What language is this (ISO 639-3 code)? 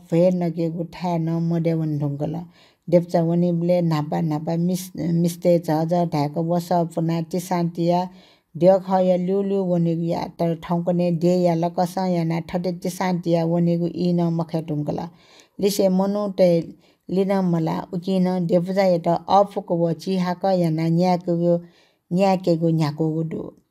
new